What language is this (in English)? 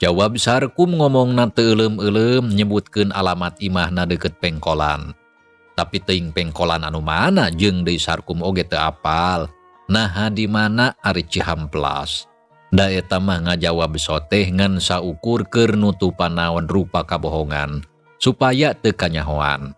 Sundanese